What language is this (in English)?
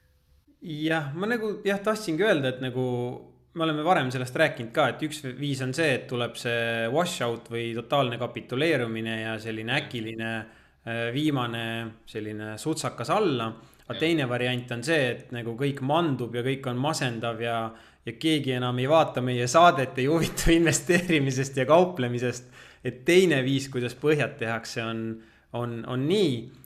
Estonian